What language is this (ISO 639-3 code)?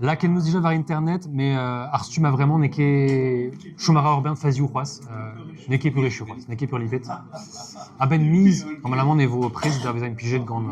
bre